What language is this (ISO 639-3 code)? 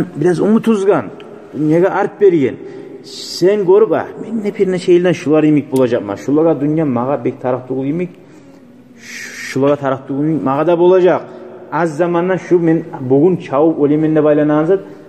kum